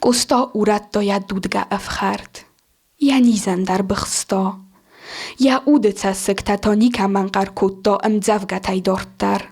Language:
Ossetic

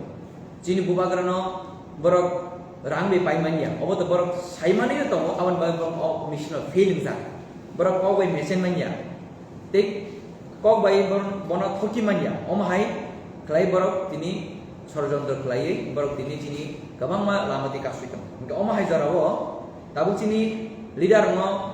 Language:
Kok Borok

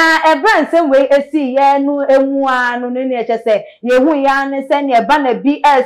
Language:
Akan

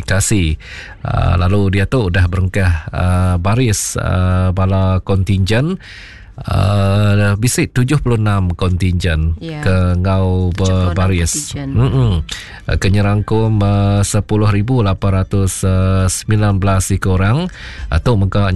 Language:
Iban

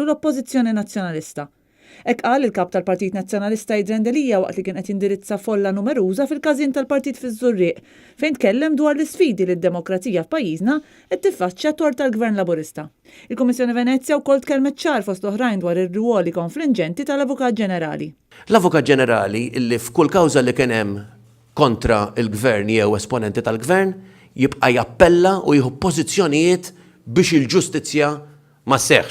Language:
Maltese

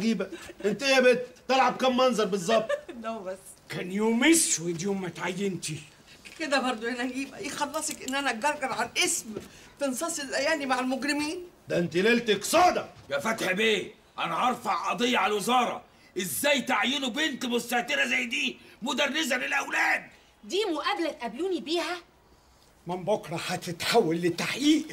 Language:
Egyptian Arabic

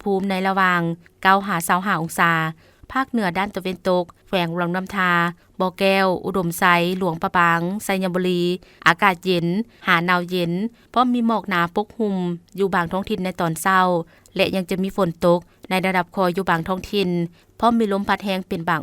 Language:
Lao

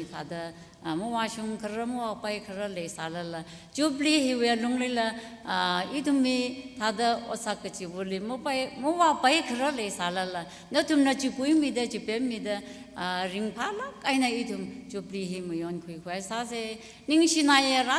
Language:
Tangkhul Naga (India)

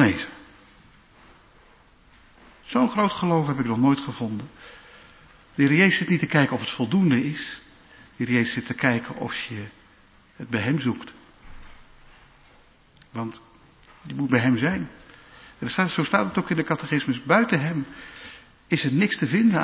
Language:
Dutch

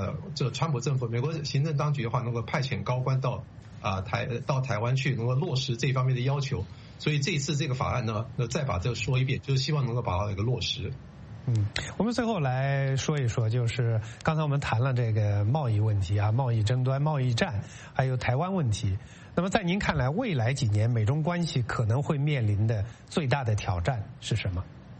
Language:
Chinese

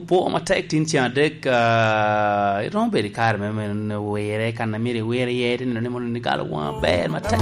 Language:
Lango (Uganda)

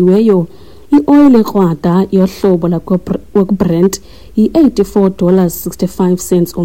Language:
Xhosa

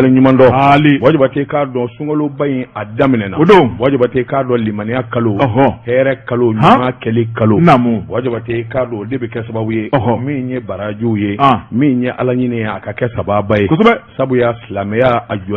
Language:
Bambara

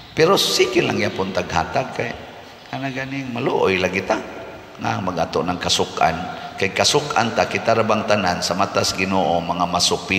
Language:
Cebuano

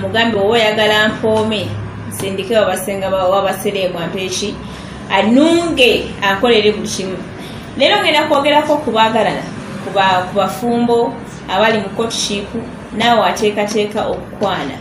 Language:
Ganda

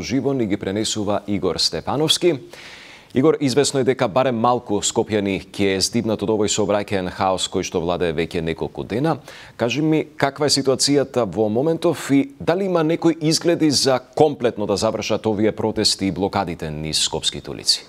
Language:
Macedonian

